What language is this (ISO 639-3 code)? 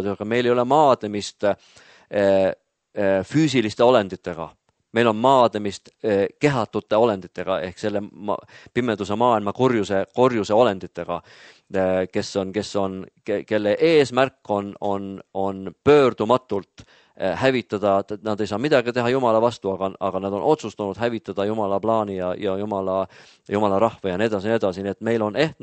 est